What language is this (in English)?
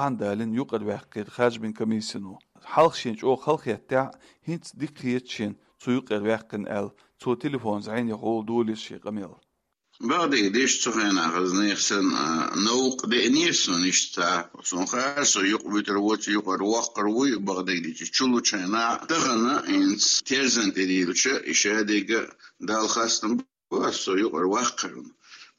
Chechen